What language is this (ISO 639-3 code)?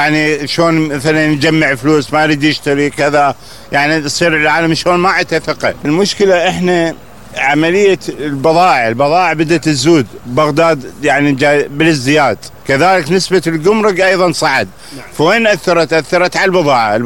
acm